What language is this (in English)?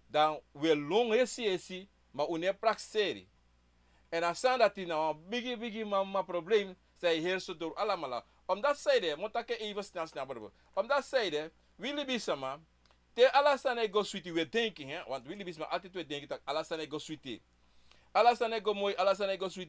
Sranan Tongo